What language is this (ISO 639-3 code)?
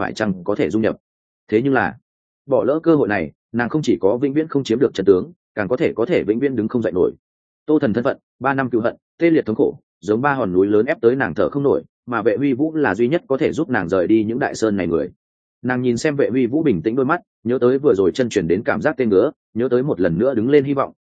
vie